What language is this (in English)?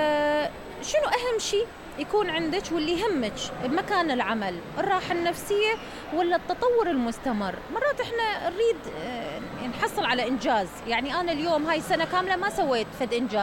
Mesopotamian Arabic